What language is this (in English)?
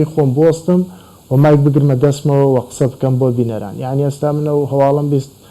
Central Kurdish